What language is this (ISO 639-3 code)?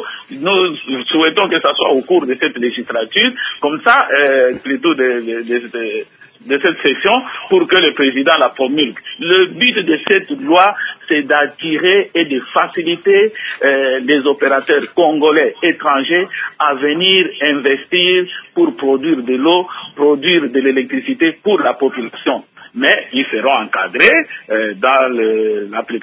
fra